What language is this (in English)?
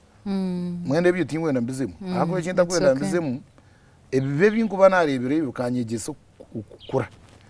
Nyankole